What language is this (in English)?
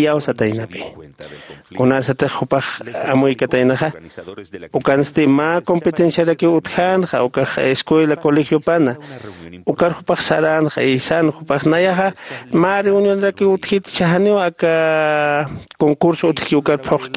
Aymara